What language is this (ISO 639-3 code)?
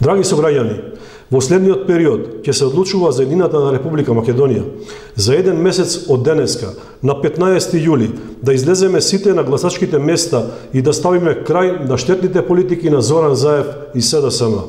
mkd